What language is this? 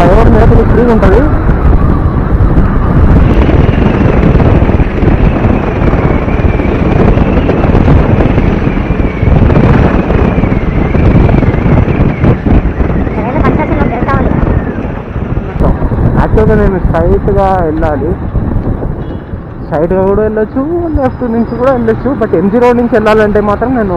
Telugu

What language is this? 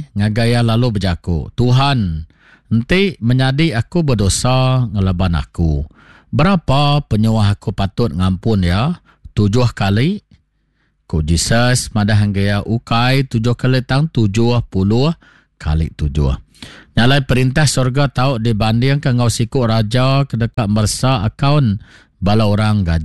Iban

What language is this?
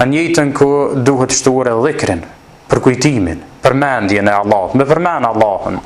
Albanian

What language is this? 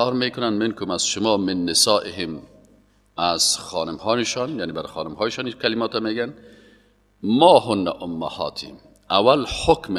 Persian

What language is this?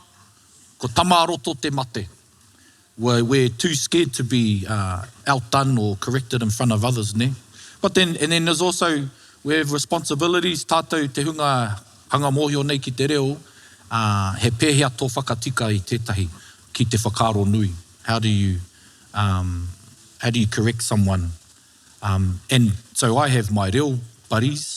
Māori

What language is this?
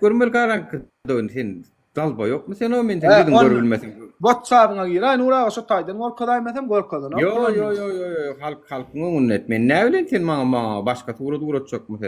Turkmen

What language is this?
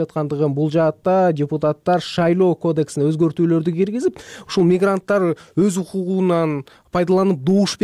Kyrgyz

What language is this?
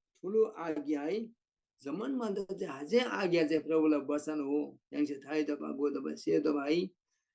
Eastern Tamang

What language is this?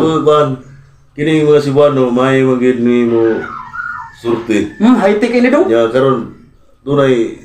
Cebuano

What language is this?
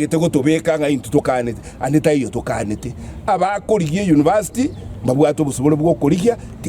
Gusii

